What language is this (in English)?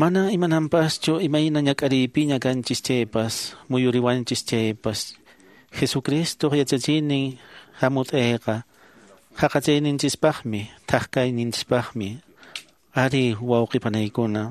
Quechua